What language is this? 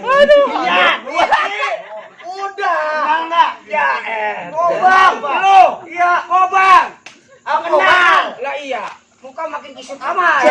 Betawi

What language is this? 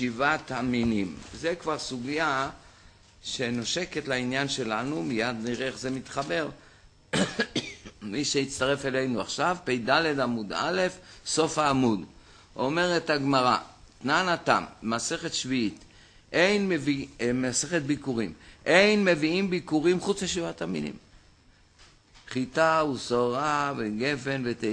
Hebrew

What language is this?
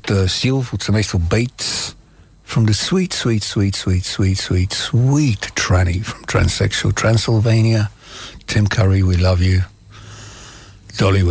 Bulgarian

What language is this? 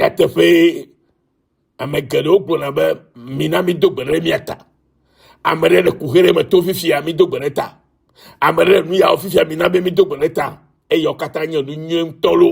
Ewe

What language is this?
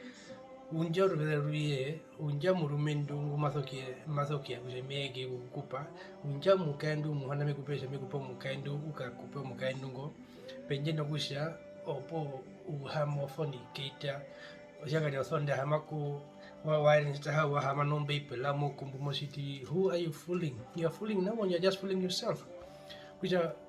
Herero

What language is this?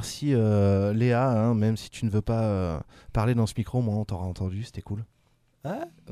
French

